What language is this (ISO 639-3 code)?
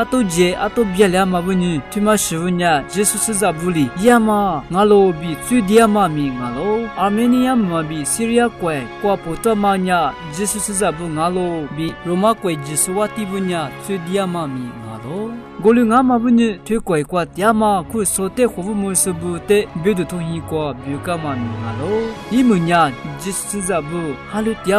lis